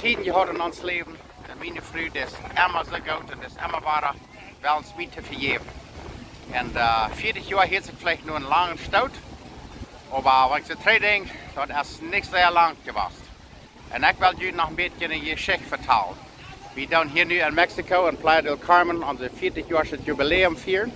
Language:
Plautdietsch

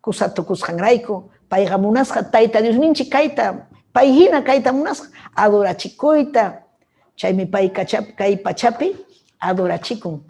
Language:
Ayacucho Quechua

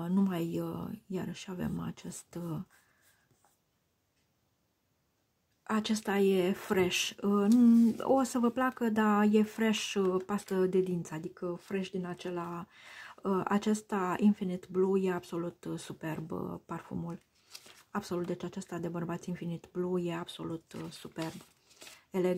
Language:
Romanian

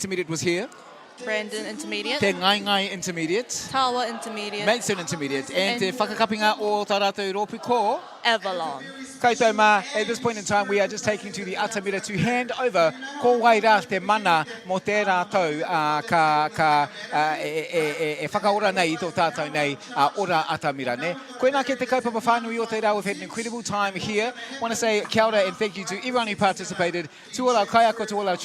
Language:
Māori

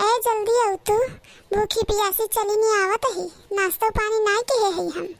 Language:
Awadhi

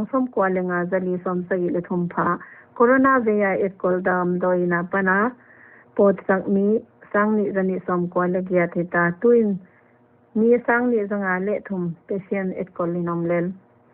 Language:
Paite Chin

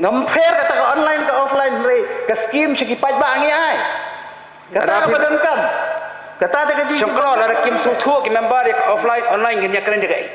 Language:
Khasi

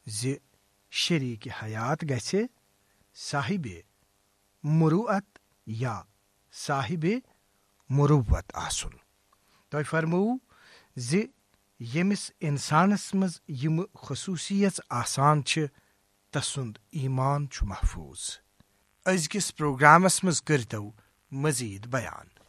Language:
Kashmiri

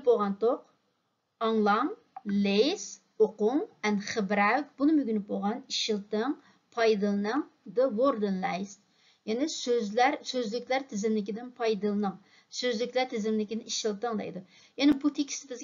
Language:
Uyghur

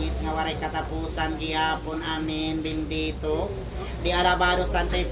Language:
Waray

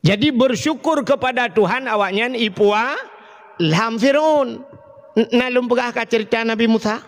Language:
Achinese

